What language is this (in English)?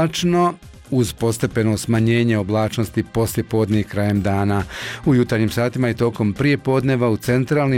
Bosnian